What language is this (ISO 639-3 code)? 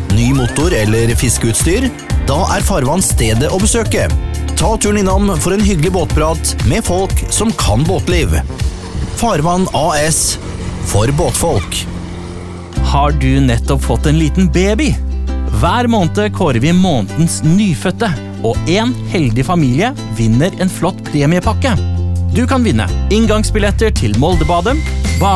nor